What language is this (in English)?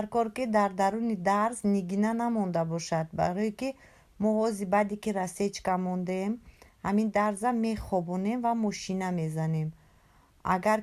Tajik